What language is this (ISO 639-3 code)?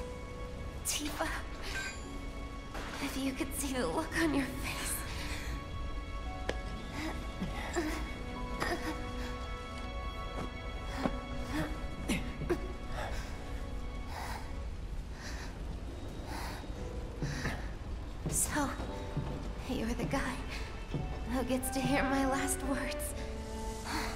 eng